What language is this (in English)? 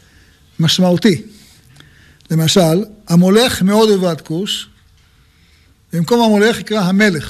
Hebrew